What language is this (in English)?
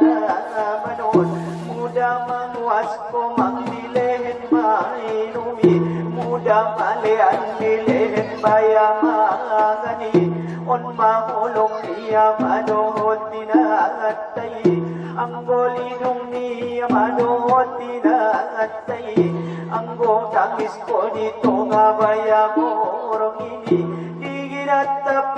Batak Angkola